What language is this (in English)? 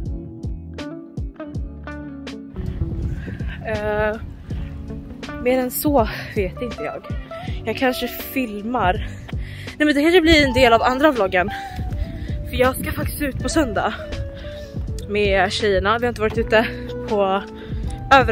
Swedish